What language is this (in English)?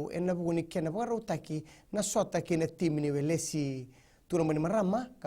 Fijian